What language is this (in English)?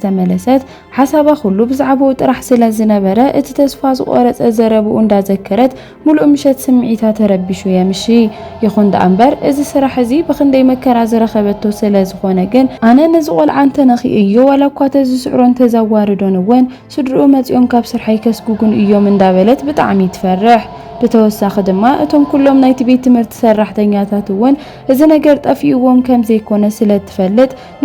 Tigrinya